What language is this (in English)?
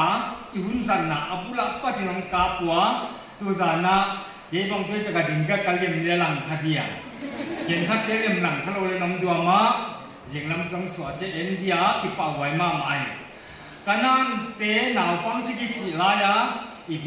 Paite Chin